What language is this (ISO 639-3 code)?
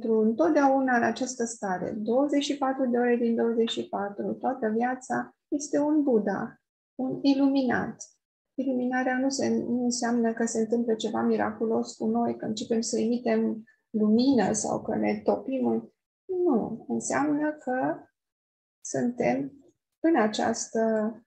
ron